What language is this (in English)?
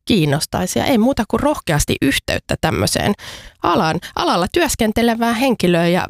Finnish